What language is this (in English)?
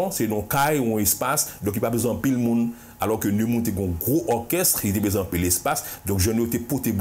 Haitian Creole